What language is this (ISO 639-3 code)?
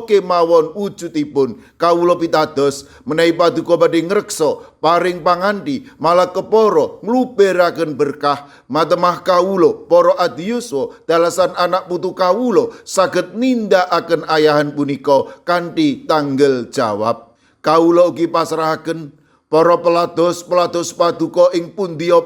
jav